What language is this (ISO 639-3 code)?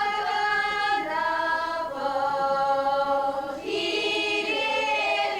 chv